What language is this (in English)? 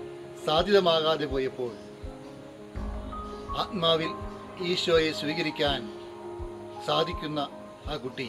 Malayalam